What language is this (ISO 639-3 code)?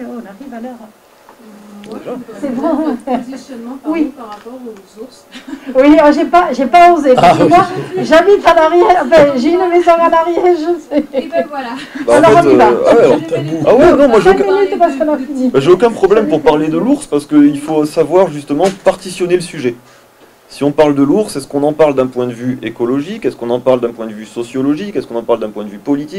fra